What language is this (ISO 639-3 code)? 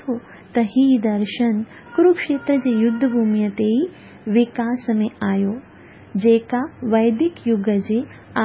snd